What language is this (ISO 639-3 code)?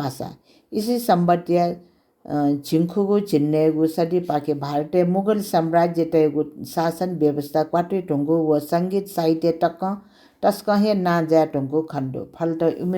new